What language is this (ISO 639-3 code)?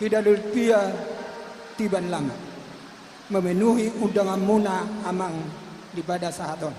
bbc